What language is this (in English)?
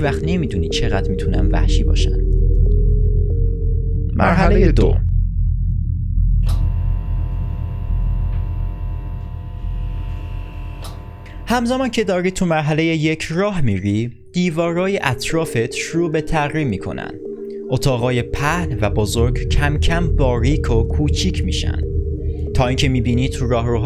Persian